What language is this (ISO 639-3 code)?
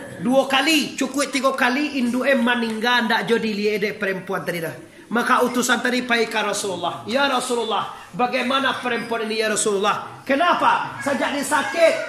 min